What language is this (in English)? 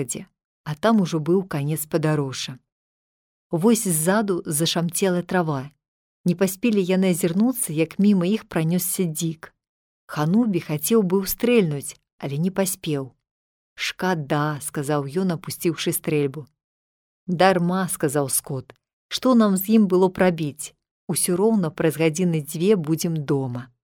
Belarusian